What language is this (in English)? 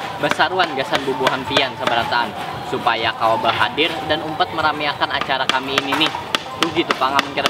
Banjar